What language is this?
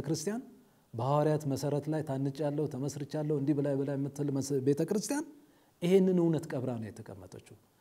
Amharic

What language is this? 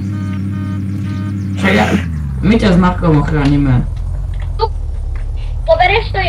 Slovak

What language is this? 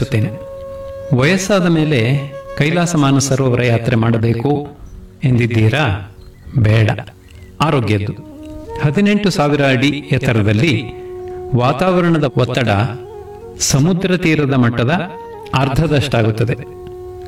Kannada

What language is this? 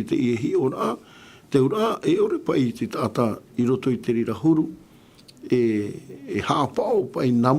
Tahitian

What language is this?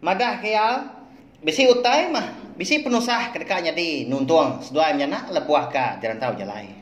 Iban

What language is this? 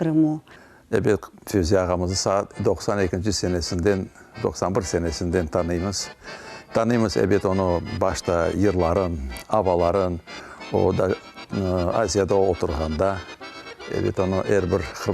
Crimean Tatar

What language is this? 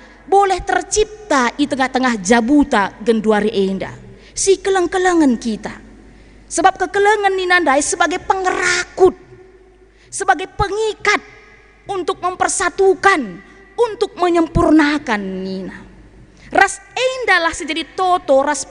Batak Karo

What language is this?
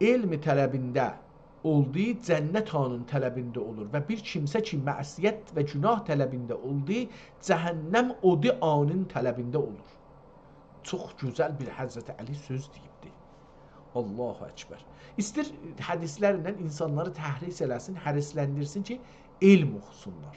South Azerbaijani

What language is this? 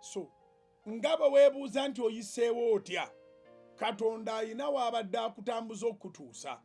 Ganda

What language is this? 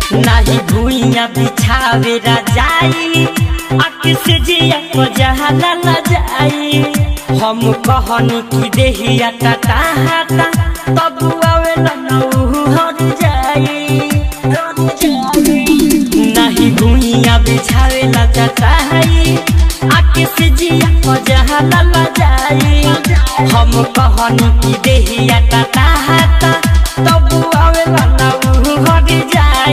Bhojpuri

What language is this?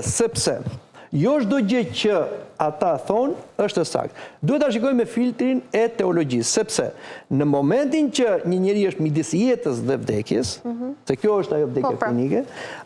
Albanian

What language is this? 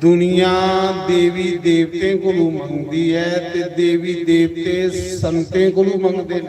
Dogri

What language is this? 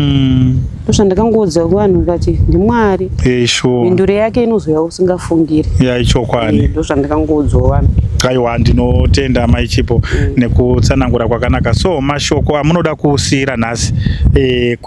Shona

